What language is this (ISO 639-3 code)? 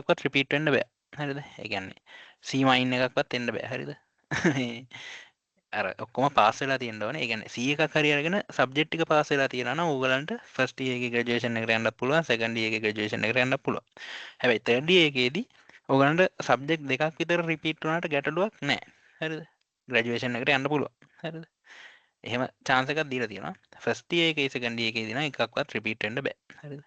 sin